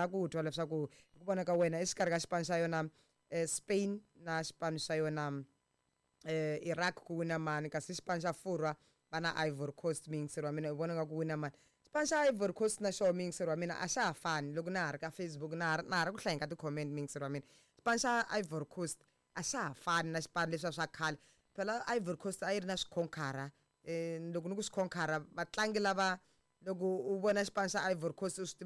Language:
Tsonga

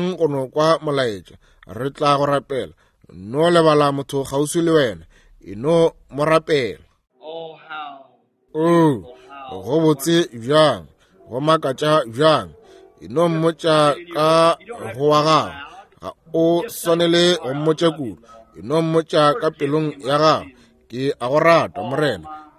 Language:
Northern Sotho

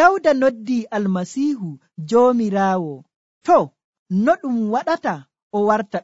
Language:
Nigerian Fulfulde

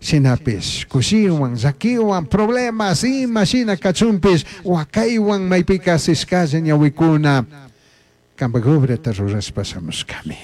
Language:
Chimborazo Highland Quichua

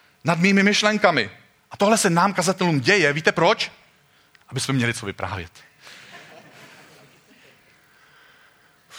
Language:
Czech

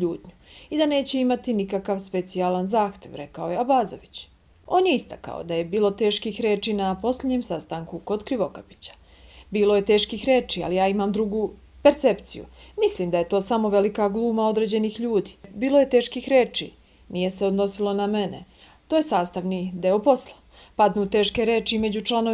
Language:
Bosnian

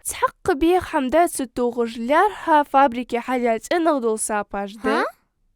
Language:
Ingush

